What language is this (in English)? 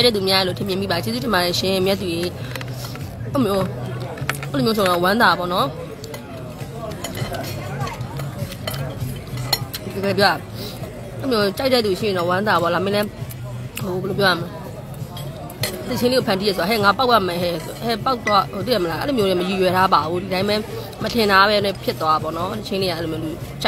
Burmese